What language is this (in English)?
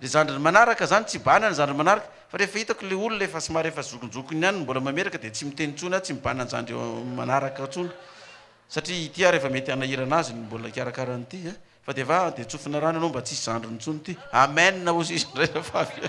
Malagasy